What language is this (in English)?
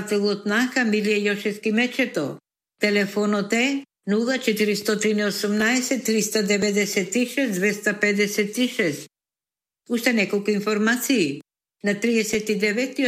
Macedonian